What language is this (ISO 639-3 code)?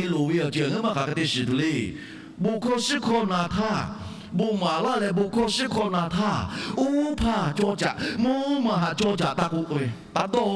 lhu